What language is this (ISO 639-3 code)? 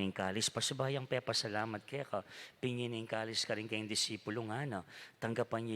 pam